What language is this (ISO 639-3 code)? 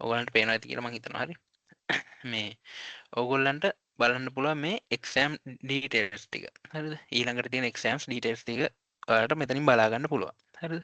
sin